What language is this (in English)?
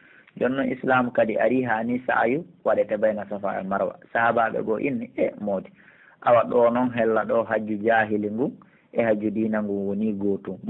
Pular